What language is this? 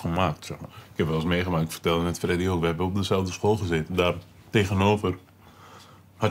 Dutch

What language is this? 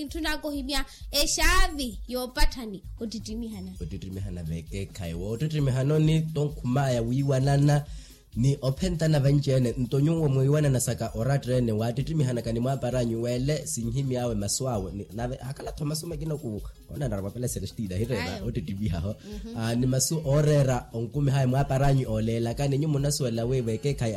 Makhuwa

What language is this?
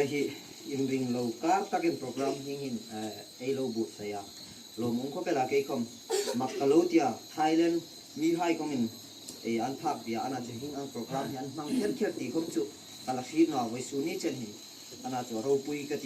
Hmar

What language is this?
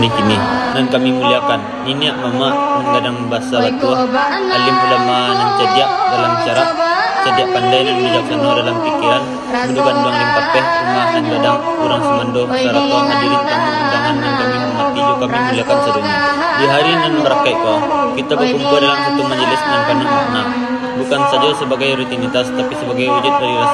Minangkabau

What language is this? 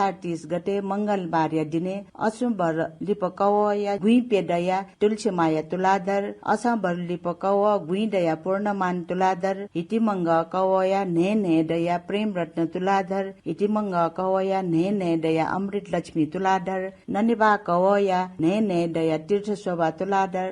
Newari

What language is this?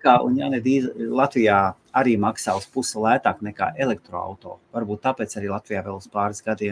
Latvian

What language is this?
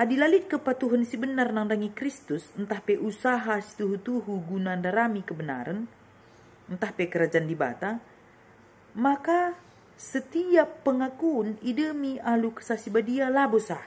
Batak Karo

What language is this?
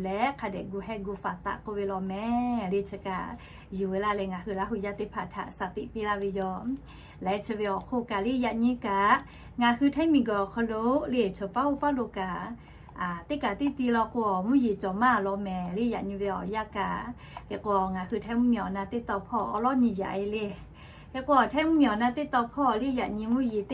Lahu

